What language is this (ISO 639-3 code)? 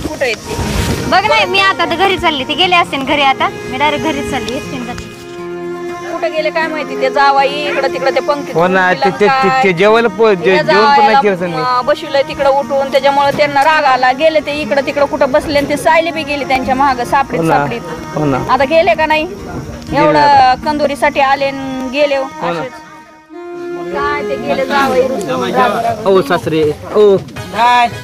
mar